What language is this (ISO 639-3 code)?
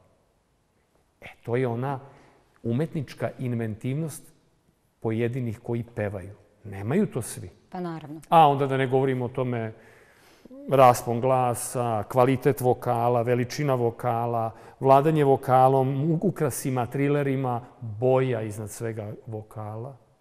srp